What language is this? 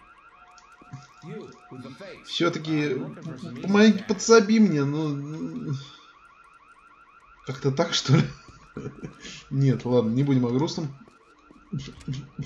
Russian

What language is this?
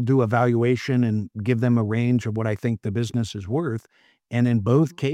English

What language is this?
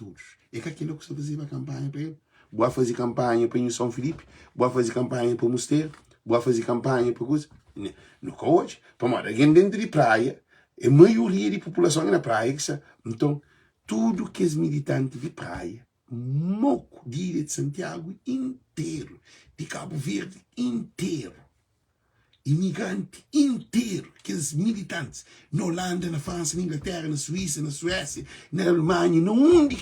Kabuverdianu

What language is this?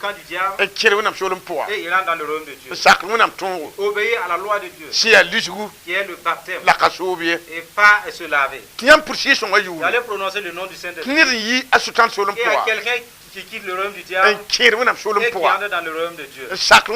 Mossi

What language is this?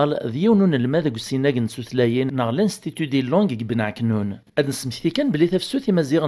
Kabyle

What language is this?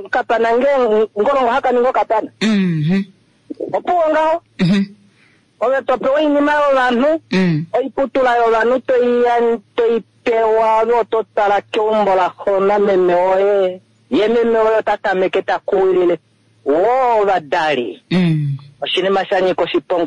Kuanyama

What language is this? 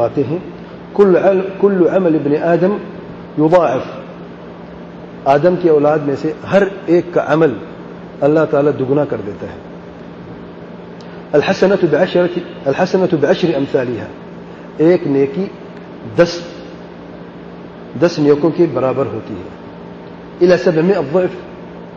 Urdu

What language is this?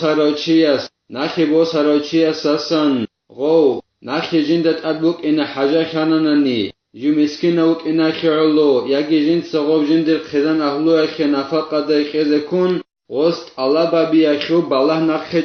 Avaric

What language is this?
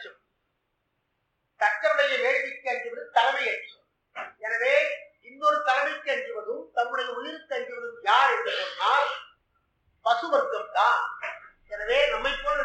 Tamil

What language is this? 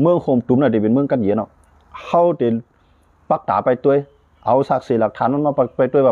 Shan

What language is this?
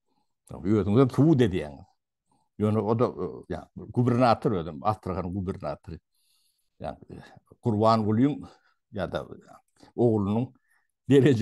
Turkmen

